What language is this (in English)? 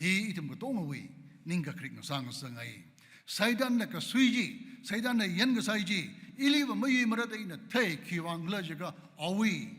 Tangkhul Naga (India)